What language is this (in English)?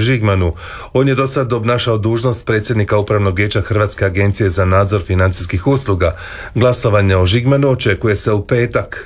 Croatian